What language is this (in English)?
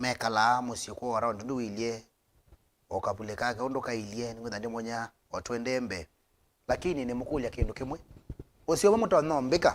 Kamba